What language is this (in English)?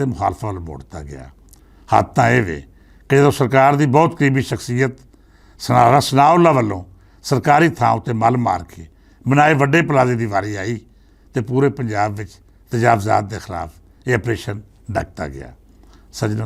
Western Panjabi